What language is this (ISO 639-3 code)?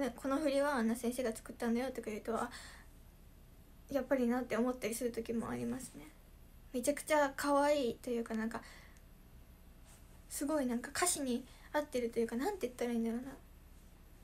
jpn